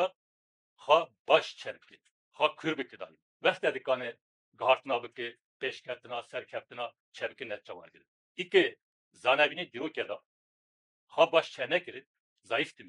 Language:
Kurdish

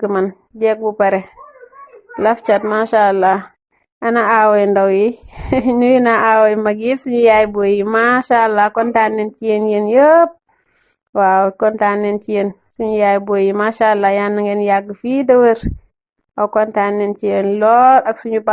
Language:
Wolof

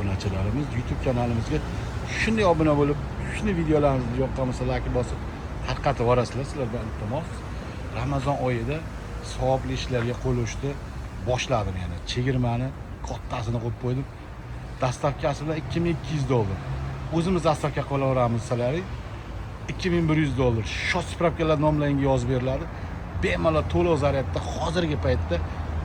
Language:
Uzbek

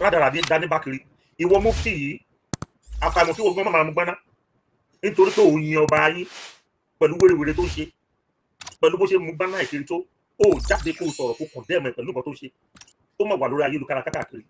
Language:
Yoruba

